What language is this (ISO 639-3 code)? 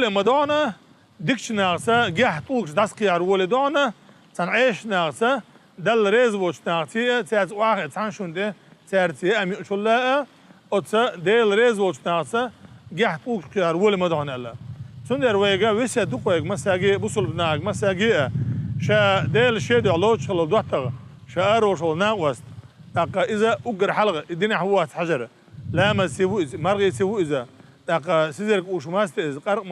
che